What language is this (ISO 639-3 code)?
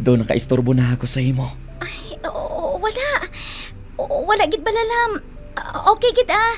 hil